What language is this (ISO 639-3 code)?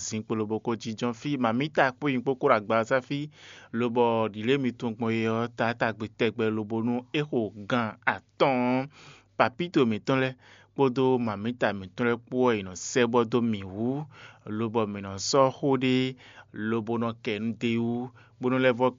fon